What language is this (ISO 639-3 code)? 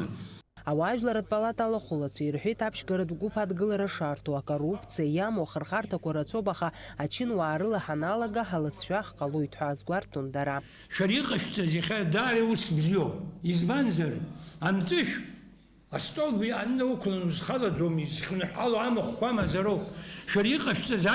abk